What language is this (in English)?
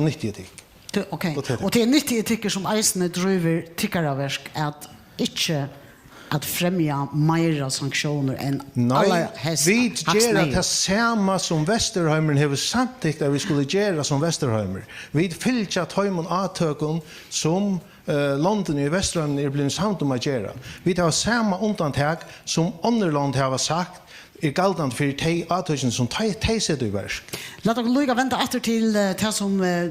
Faroese